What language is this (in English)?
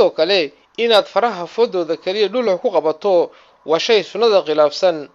Somali